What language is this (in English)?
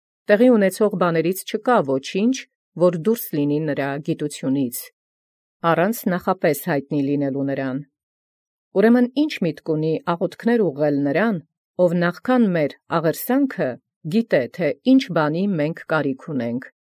Armenian